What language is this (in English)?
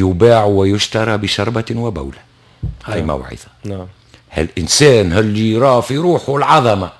Tunisian Arabic